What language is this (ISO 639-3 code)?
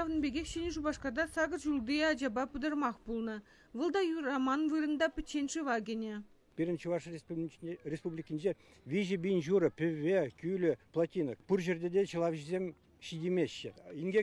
chv